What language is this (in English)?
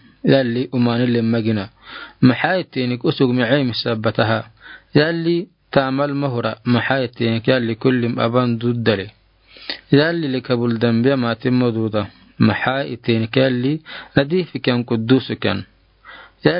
Afar